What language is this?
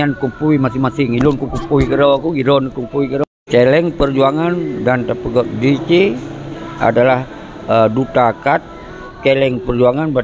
Achinese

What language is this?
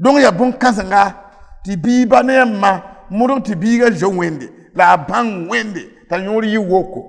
Mossi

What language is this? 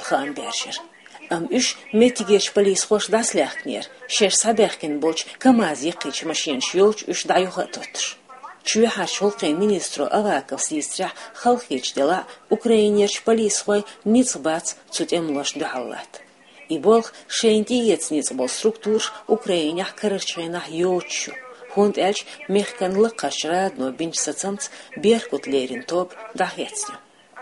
Chechen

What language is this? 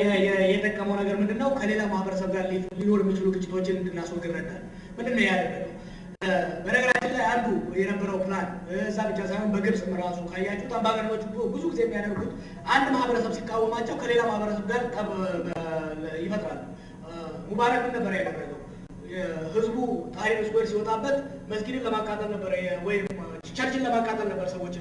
Amharic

